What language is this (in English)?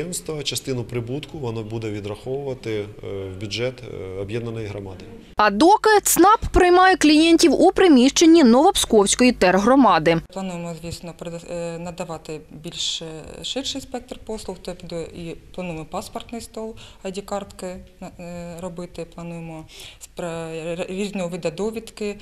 Ukrainian